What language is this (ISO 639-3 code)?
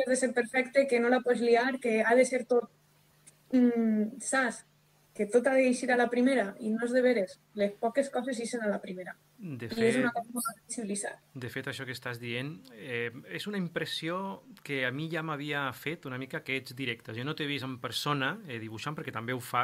cat